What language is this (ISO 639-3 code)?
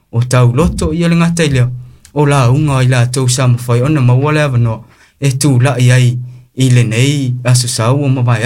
smo